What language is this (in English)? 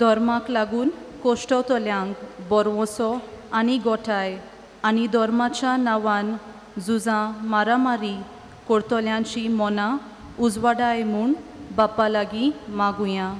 Konkani